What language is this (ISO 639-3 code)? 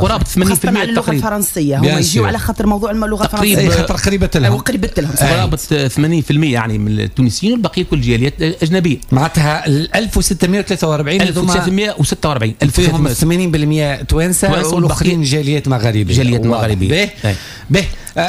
aeb